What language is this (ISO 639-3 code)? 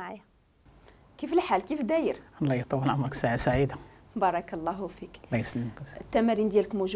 ary